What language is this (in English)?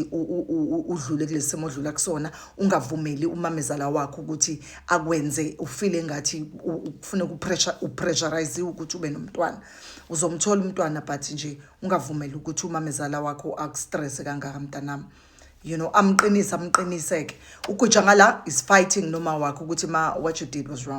Zulu